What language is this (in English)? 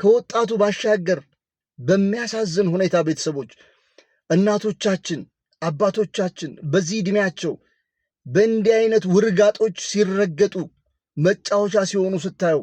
Amharic